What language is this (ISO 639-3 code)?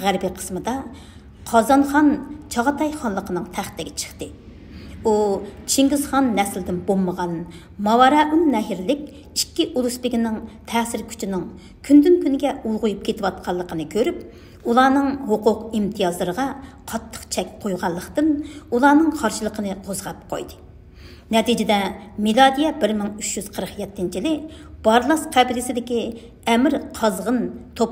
uig